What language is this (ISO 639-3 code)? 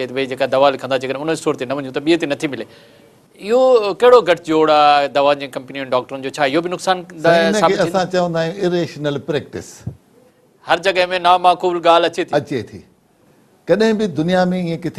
snd